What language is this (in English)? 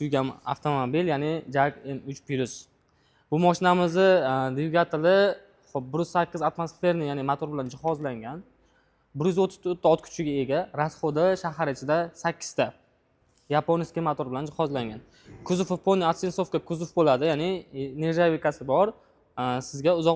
Uzbek